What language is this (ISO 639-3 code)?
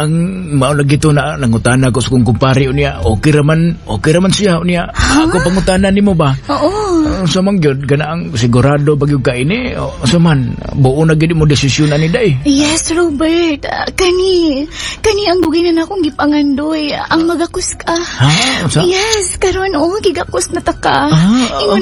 ceb